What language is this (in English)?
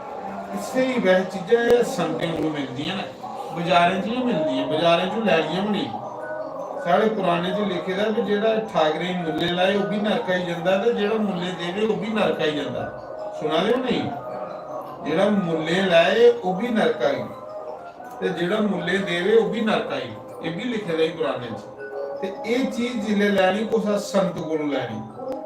Dogri